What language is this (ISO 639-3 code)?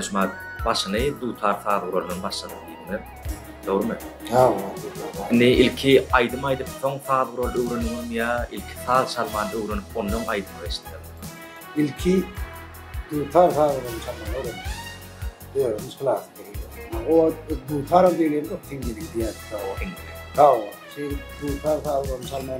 tuk